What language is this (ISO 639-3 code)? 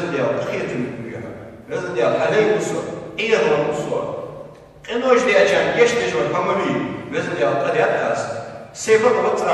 inh